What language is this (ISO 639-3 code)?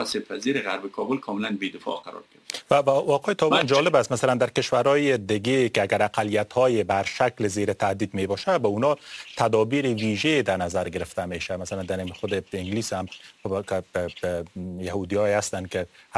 fas